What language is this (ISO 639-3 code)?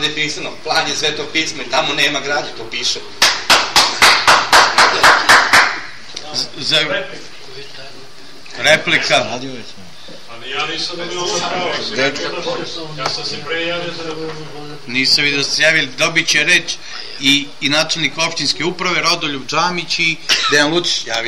srp